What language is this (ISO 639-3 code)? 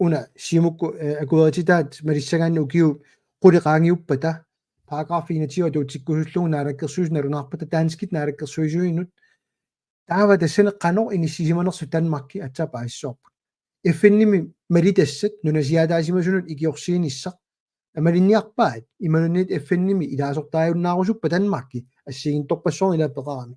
kal